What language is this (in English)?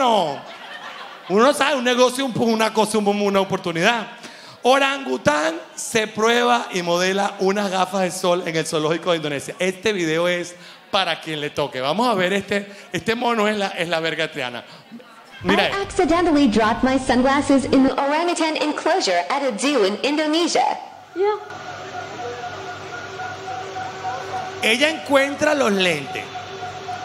Spanish